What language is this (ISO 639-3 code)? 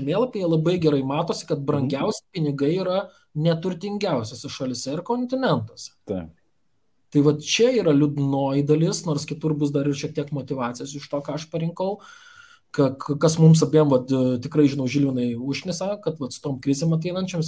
lit